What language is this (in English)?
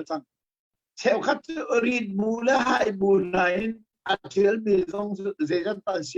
Hakha Chin